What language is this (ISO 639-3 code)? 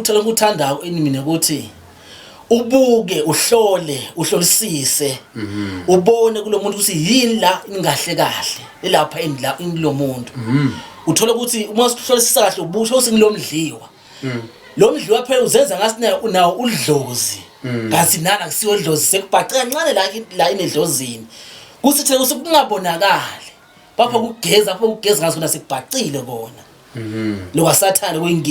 zul